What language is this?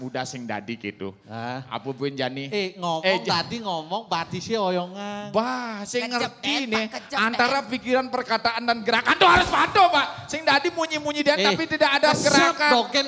Balinese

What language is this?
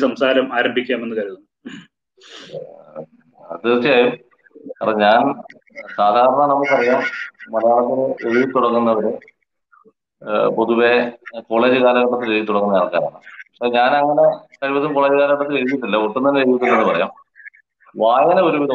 Malayalam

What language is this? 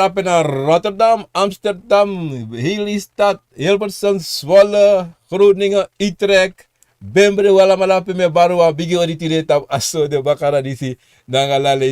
Sranan Tongo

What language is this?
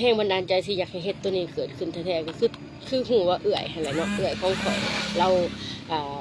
Lao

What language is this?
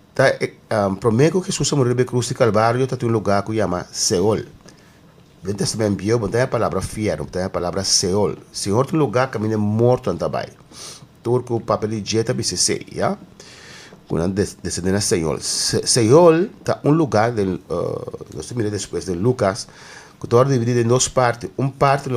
Papiamento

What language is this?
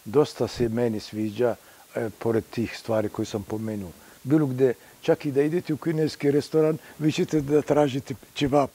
Serbian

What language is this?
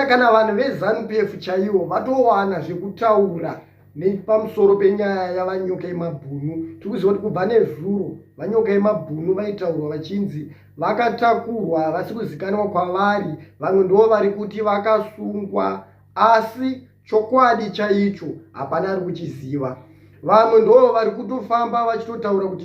Shona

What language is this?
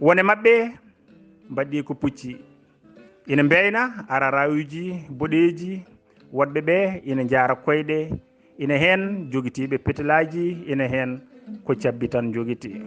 Fula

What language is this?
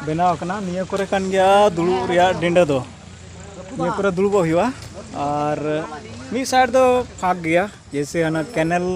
Santali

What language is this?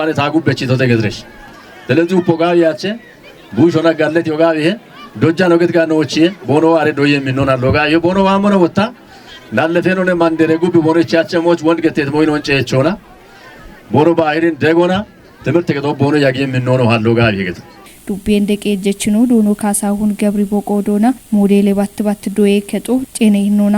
Kafa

